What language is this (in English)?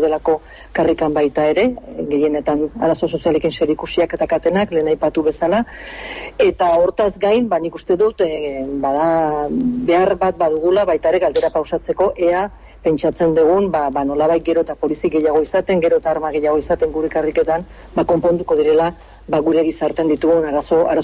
Basque